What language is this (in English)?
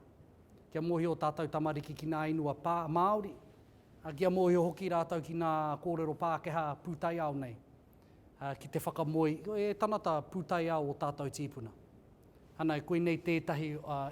Māori